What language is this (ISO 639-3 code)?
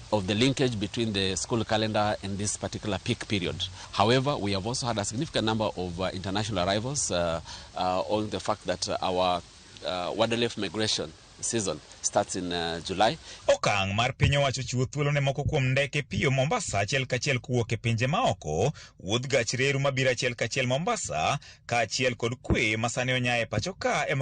luo